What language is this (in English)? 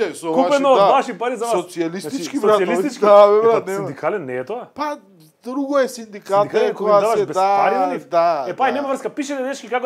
Macedonian